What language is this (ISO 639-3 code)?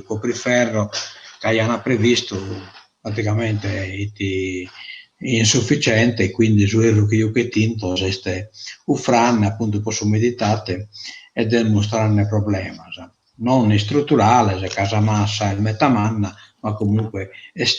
srd